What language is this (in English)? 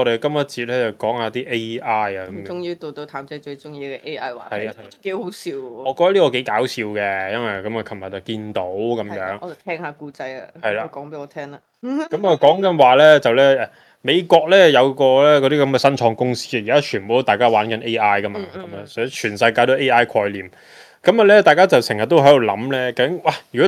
Cantonese